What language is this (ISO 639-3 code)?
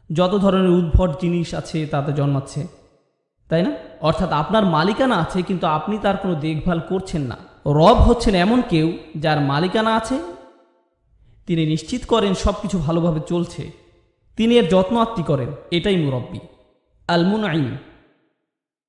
ben